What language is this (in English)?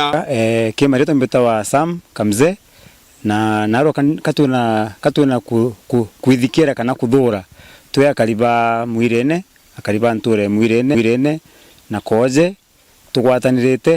Meru